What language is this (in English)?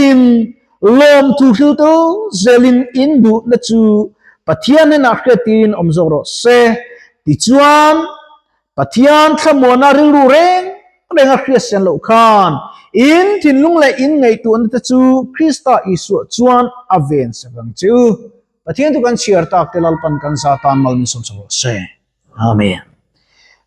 Mizo